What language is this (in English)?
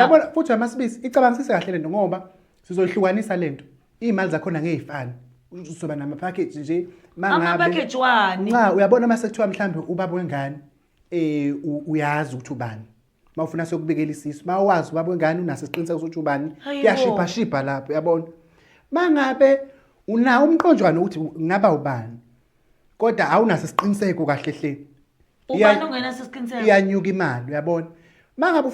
Zulu